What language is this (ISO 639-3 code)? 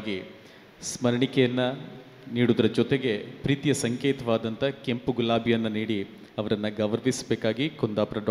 kan